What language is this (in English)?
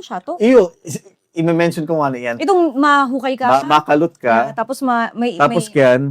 Bikol